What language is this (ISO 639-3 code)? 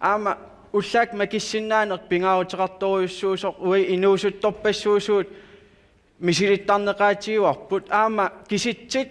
kal